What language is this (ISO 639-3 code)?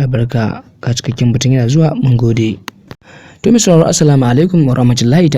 hau